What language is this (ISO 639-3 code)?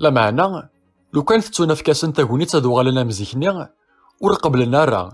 kab